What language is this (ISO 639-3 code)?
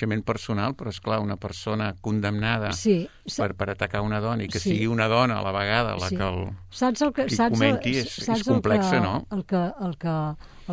cat